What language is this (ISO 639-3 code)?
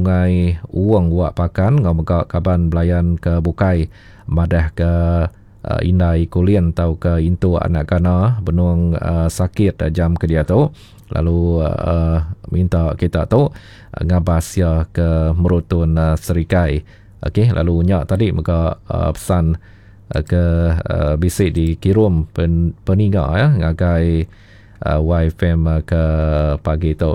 iba